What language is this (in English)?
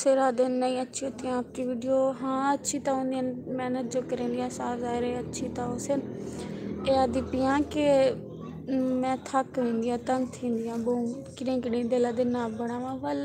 Saraiki